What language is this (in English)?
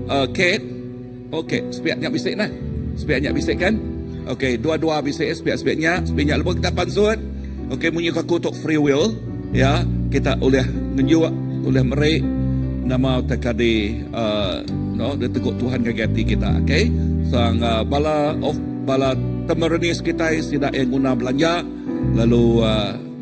Iban